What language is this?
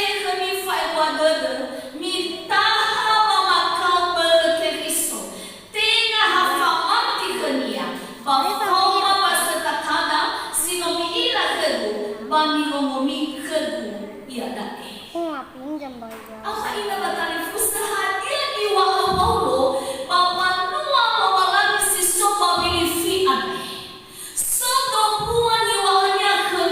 Nias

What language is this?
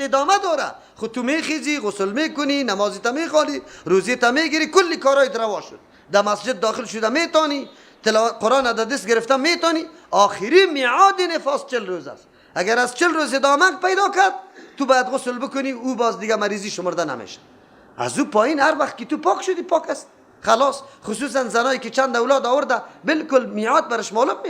Persian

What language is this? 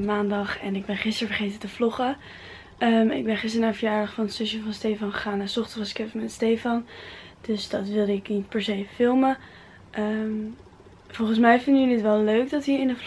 Dutch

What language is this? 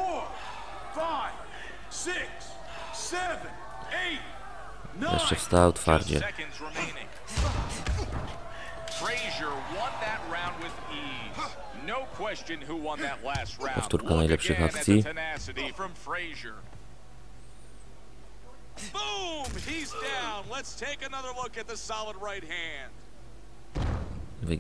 Polish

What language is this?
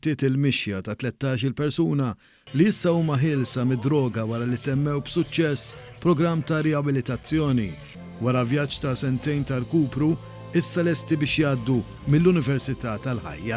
Maltese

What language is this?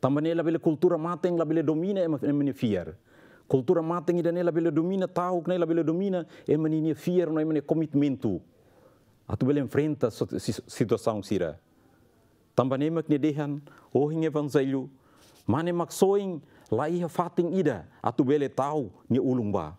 Tetum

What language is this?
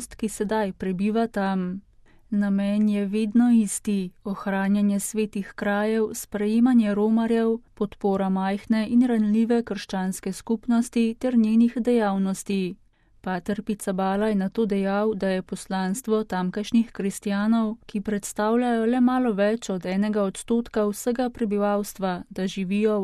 Slovenian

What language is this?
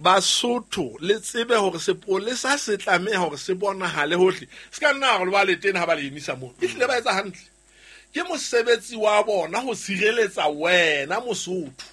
Southern Sotho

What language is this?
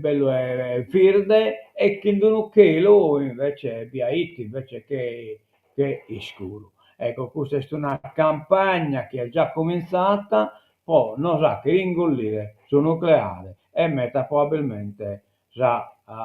Sardinian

